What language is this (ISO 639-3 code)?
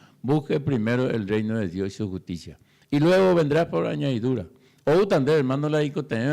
grn